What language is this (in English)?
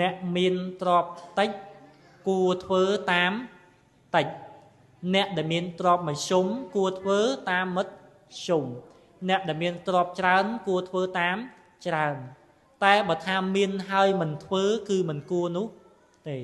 Khmer